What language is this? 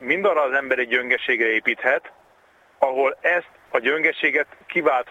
Hungarian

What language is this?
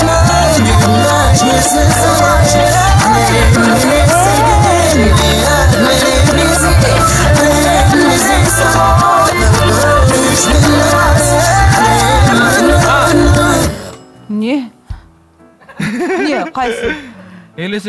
Kyrgyz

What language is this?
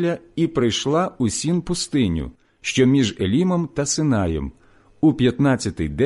Ukrainian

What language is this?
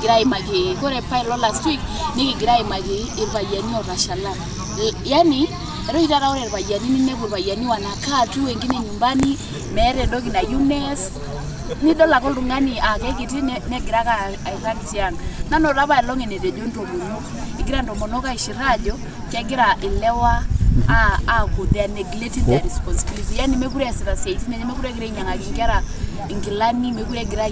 Masai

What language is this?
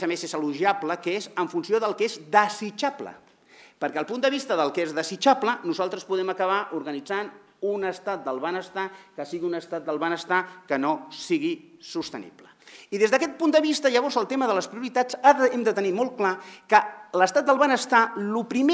Catalan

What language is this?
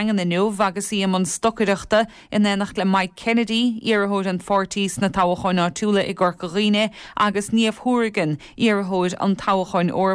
Irish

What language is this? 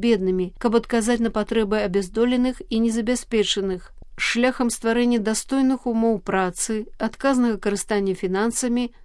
Belarusian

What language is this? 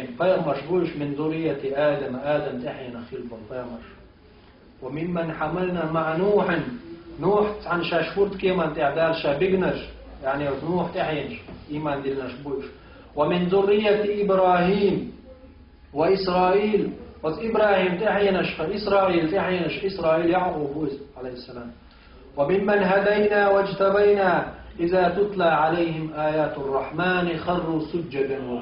Chechen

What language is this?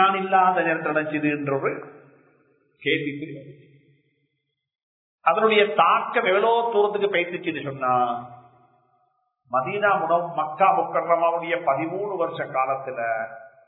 Tamil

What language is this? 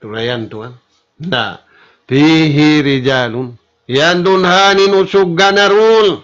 Tausug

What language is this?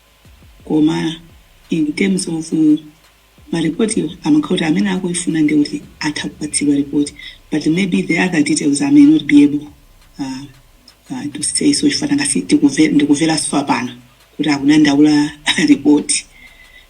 Nyanja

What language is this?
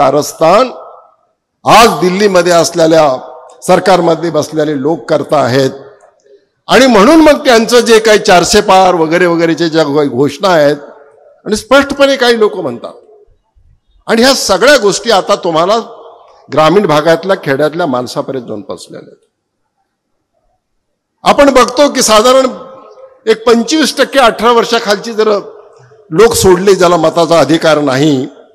Marathi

